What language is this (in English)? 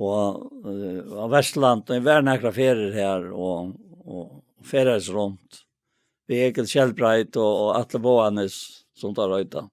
Faroese